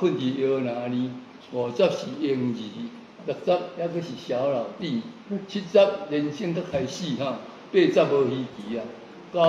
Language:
Min Nan Chinese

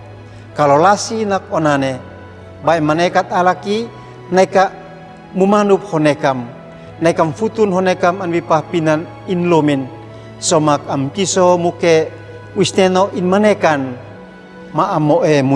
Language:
Uab Meto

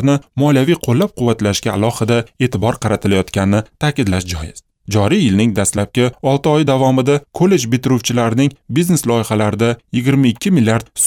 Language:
Uzbek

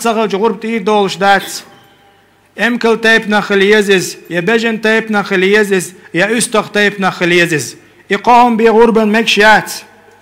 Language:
Chechen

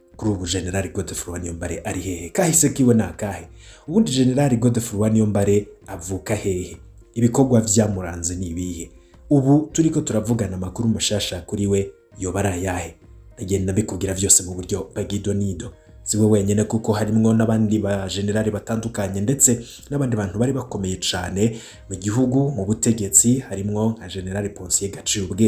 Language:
Rundi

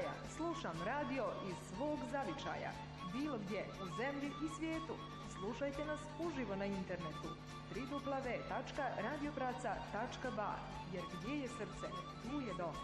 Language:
Bosnian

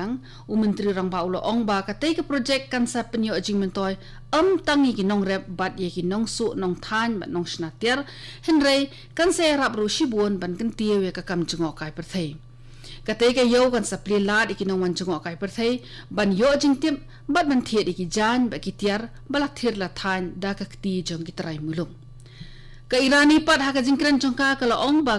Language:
Khasi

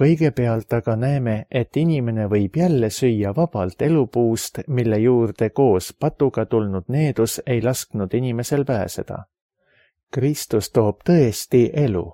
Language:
Estonian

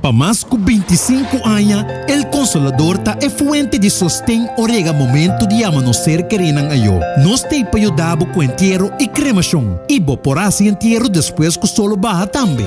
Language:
Papiamento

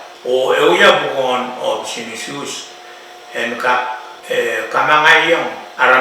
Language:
Pohnpeian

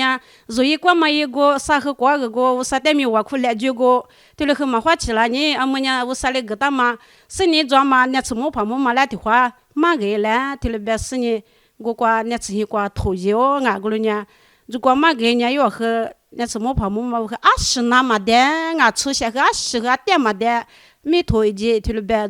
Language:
Lisu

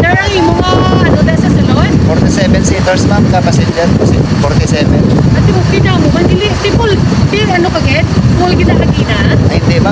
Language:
Hiligaynon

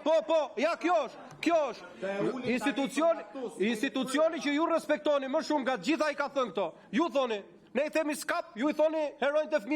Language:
Albanian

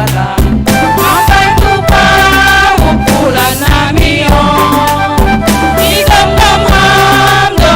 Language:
Batak Simalungun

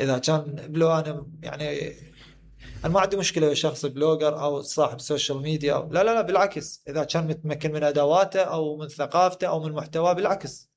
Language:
Mesopotamian Arabic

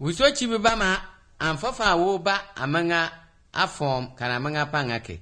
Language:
Slovenian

